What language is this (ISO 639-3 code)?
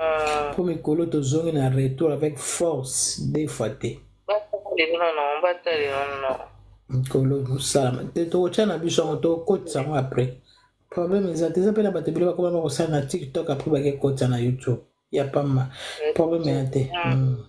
lin